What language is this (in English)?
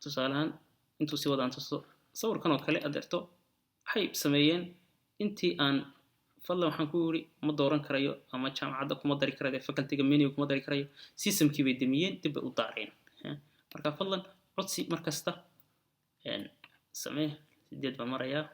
Somali